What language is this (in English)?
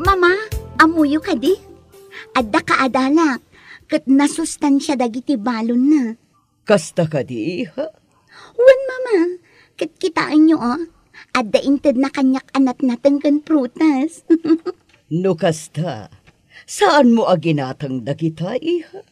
Iloko